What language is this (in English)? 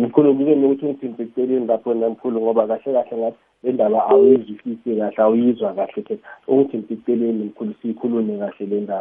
South Ndebele